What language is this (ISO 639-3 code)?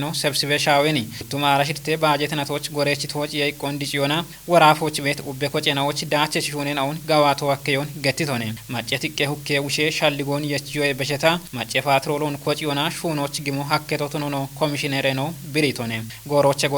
kbr